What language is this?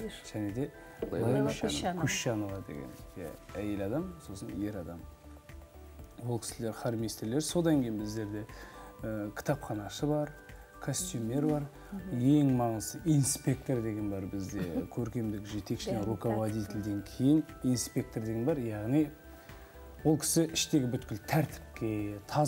Kazakh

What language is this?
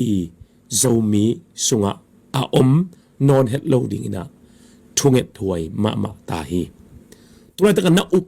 Tedim Chin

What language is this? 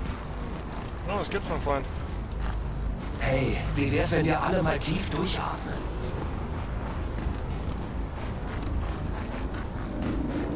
German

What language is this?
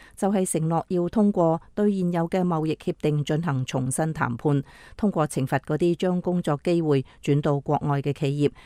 Cantonese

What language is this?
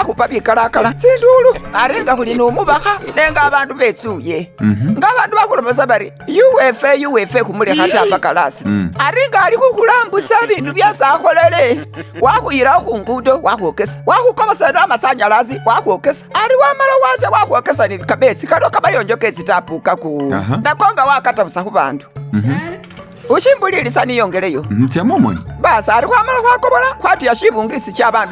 Masaaba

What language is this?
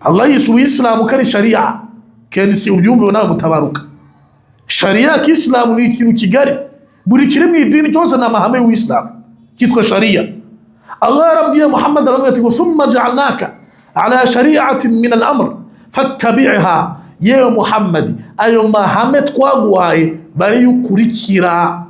Kinyarwanda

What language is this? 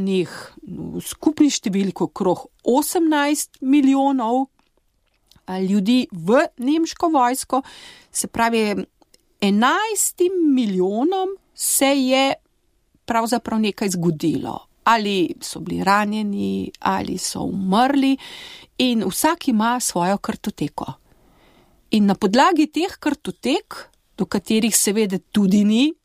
Slovenian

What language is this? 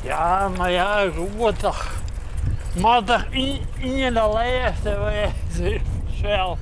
Western Frisian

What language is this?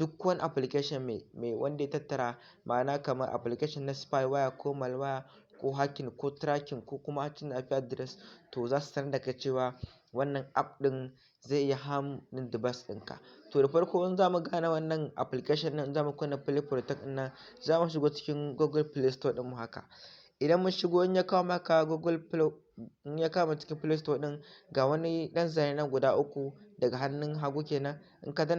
Hausa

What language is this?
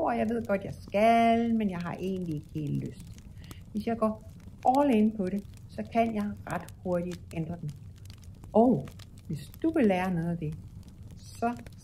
Danish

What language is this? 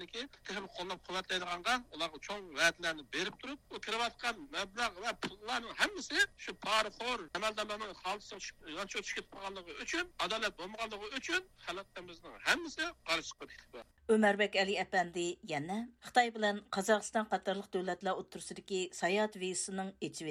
Uyghur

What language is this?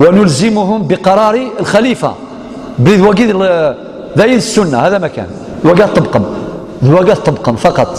Algerian Arabic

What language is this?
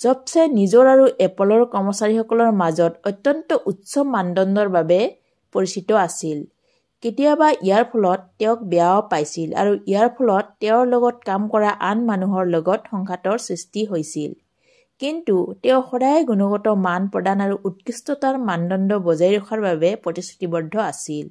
Assamese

